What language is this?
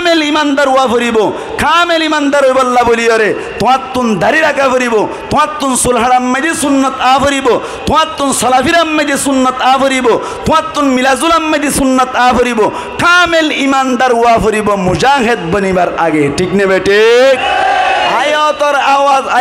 Rohingya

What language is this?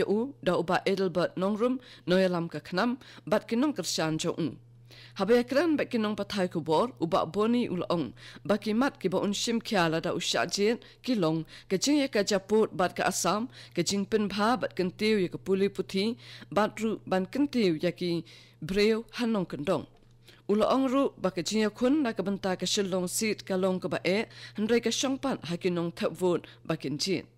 Khasi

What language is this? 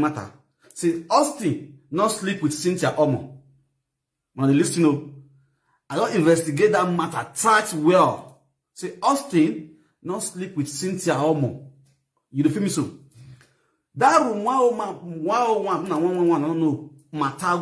Nigerian Pidgin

